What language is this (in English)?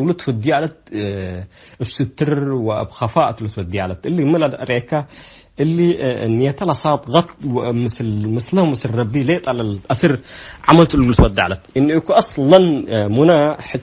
Tigre